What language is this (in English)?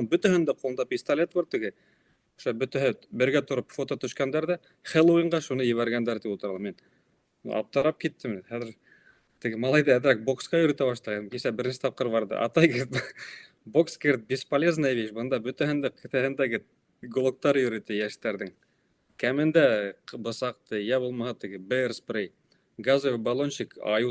Bashkir